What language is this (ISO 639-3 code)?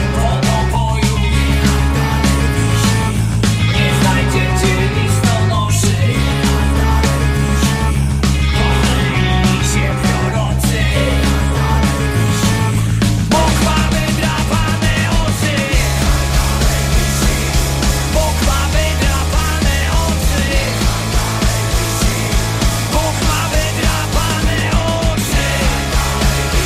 pol